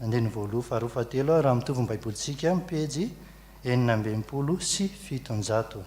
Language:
Malagasy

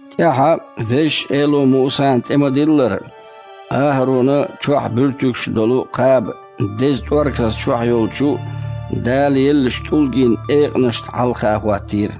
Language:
Chechen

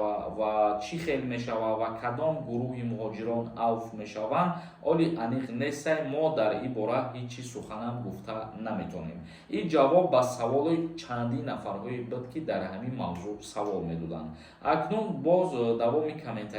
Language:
Tajik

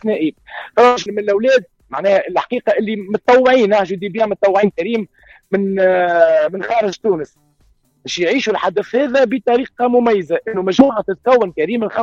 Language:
Tunisian Arabic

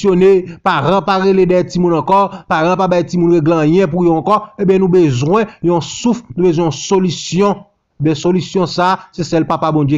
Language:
Haitian Creole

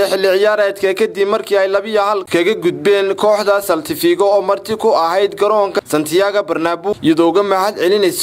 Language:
Somali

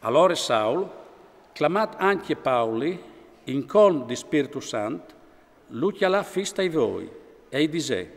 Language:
Friulian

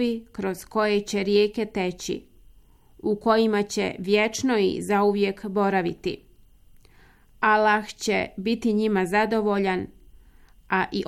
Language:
Bosnian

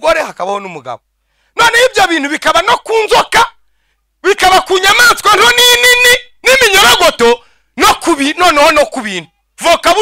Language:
Kinyarwanda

